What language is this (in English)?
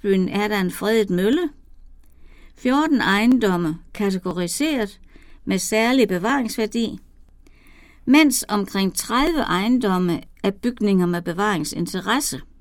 Danish